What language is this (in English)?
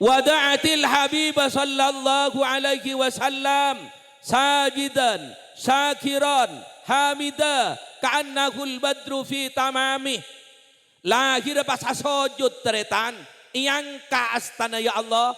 Madurese